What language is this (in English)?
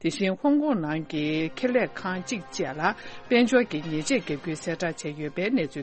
Tibetan